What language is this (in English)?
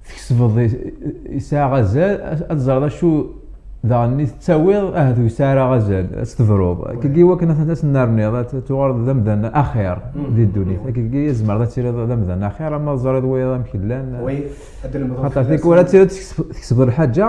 Kabyle